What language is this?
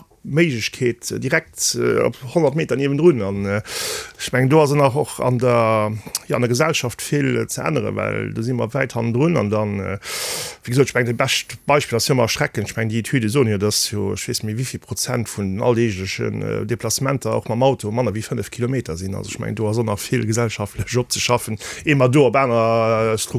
Luxembourgish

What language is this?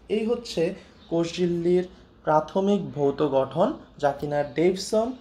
Bangla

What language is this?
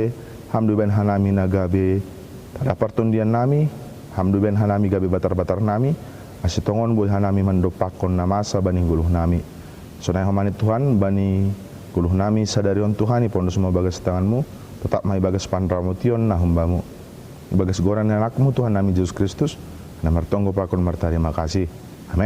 Batak Simalungun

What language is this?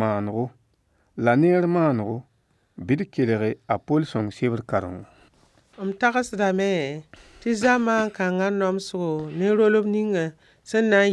Mossi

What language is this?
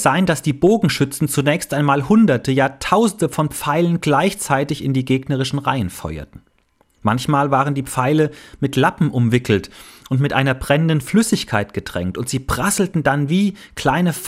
German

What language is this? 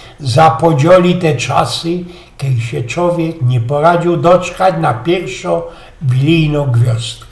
Silesian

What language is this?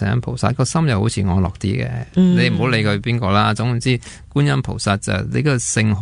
Cantonese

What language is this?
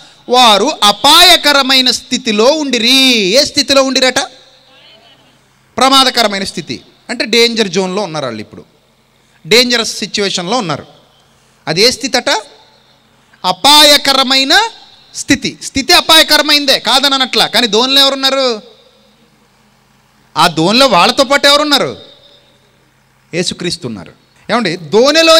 Telugu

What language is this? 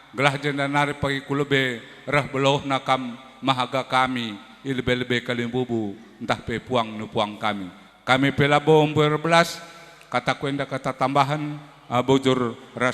Batak Karo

